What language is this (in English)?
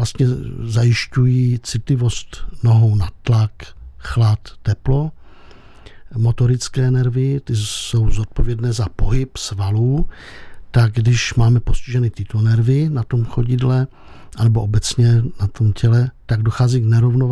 Czech